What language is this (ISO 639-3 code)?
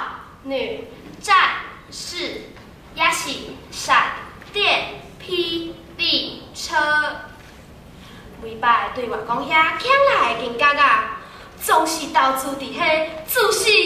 nan